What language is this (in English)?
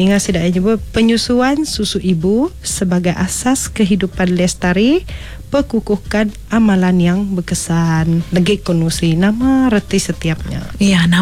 Iban